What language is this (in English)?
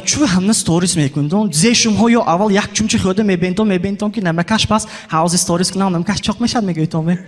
Tajik